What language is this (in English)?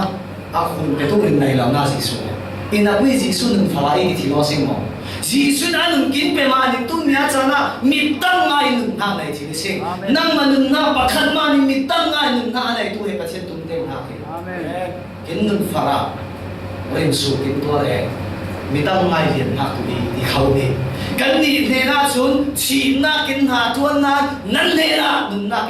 Falam Chin